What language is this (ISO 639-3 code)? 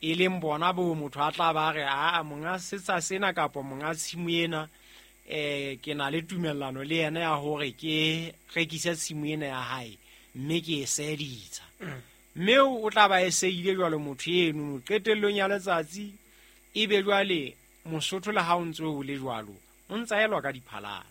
sot